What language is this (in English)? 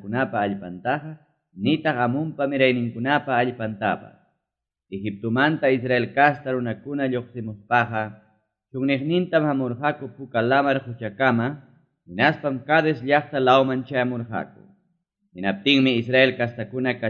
Ayacucho Quechua